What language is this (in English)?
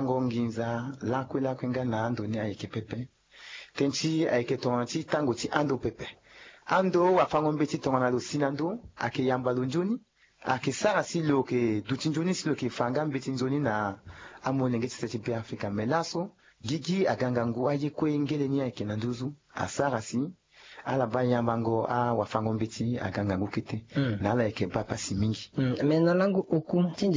Sango